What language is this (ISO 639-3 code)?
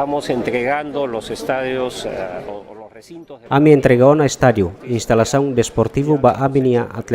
tet